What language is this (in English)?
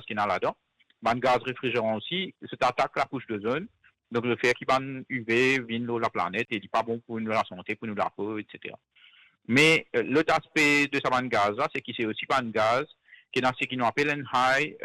Morisyen